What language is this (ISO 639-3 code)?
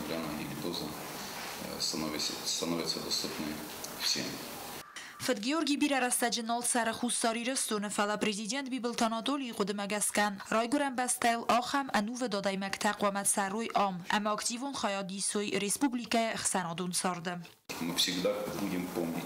oss